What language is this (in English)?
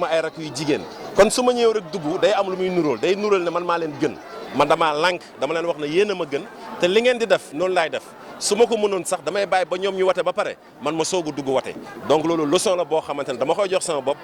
Wolof